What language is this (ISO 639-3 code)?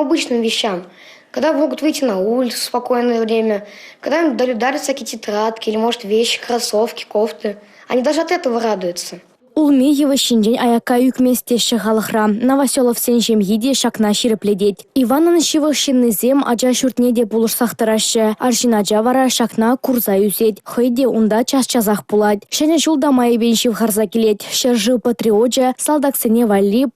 chv